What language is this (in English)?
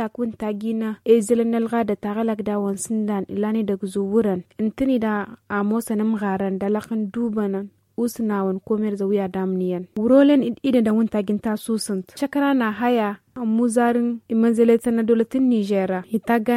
Tamasheq